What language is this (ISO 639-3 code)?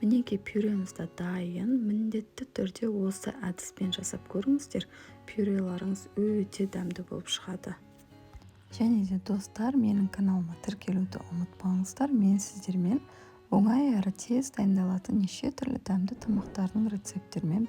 kaz